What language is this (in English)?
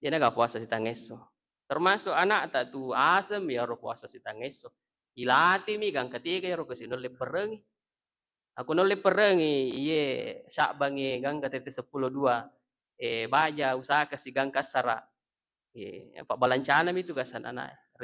Buginese